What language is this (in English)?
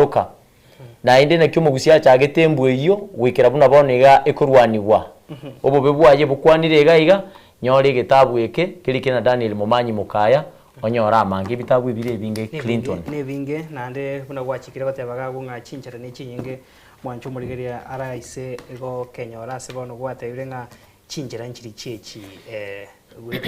Gusii